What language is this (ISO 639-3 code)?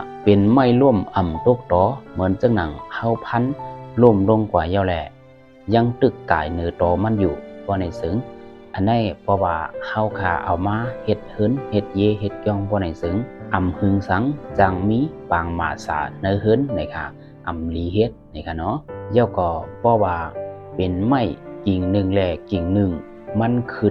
shn